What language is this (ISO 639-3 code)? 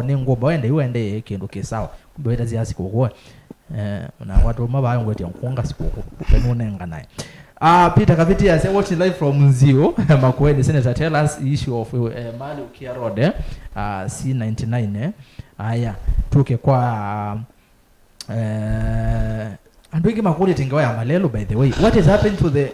kam